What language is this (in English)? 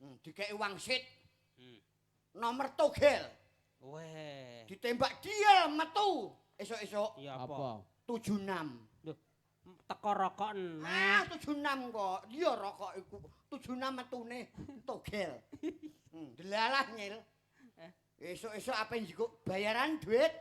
Javanese